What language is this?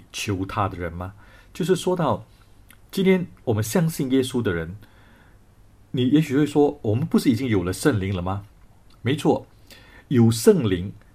Chinese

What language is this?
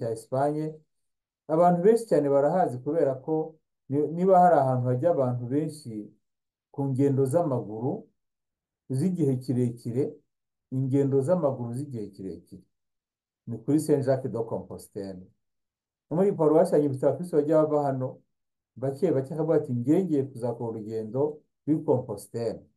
Kinyarwanda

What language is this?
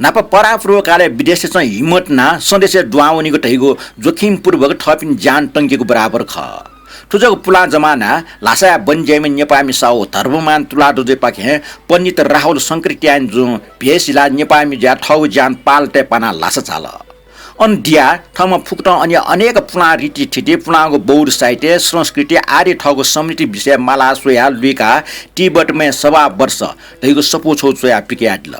Newari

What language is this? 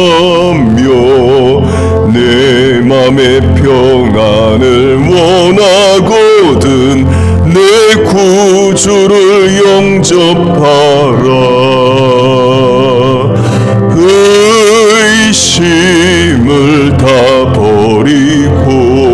Korean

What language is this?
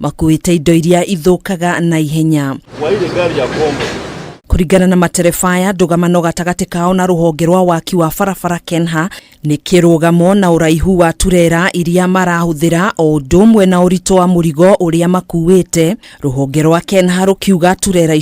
Kikuyu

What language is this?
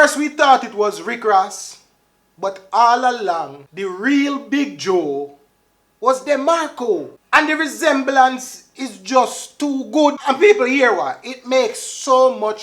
Jamaican Creole English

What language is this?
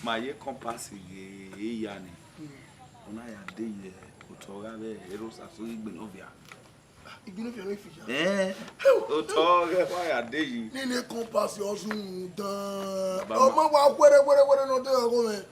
Bini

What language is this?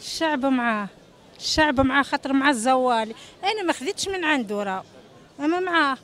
Tunisian Arabic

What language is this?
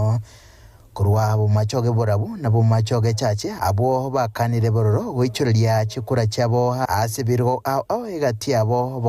Gusii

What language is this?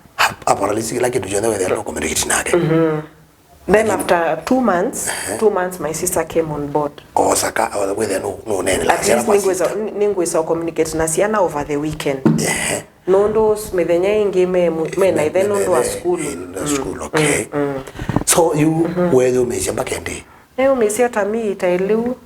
Kamba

